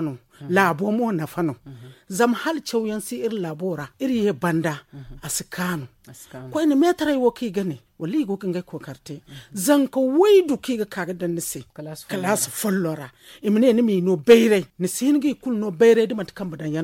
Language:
Zarma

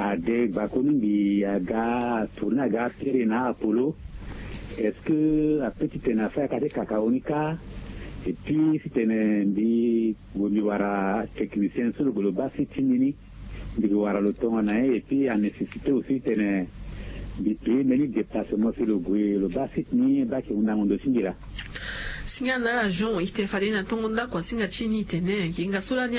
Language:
Sango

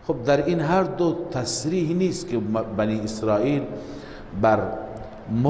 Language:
Persian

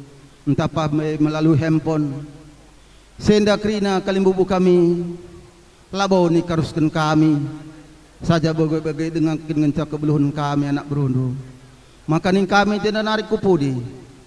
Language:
Batak Karo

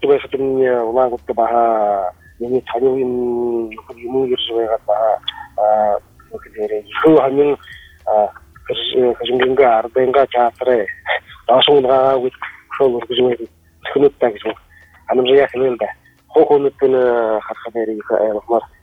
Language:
Buriat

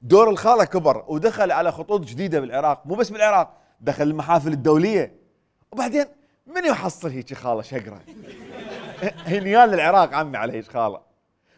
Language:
Mesopotamian Arabic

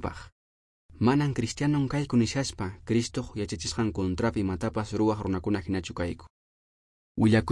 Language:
Quechua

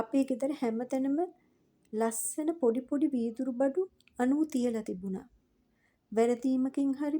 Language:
Sinhala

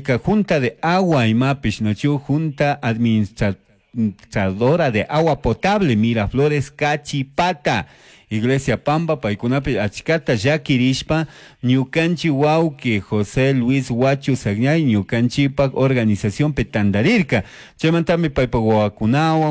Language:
Chimborazo Highland Quichua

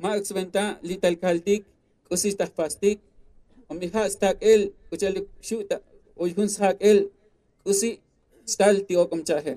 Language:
Tzotzil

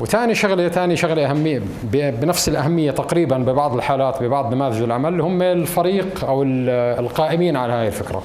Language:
North Levantine Arabic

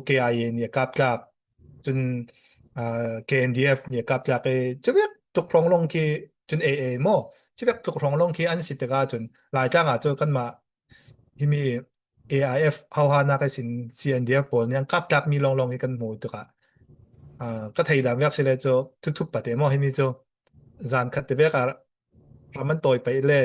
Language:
Falam Chin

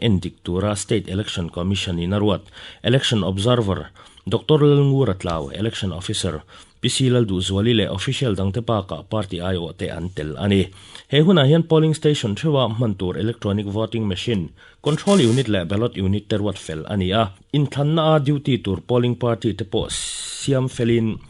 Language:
Mizo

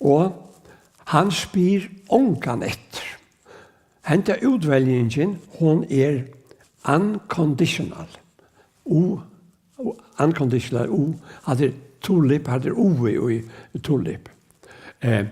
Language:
Faroese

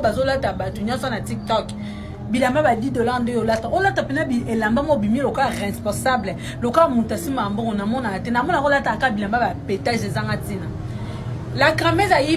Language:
Lingala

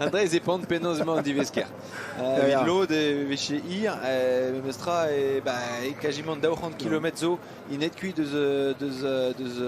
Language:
Breton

